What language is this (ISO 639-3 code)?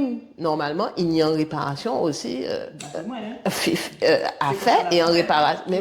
gcf